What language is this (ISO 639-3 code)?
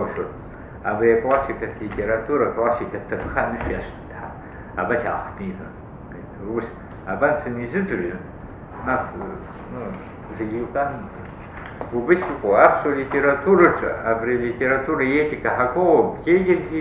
abk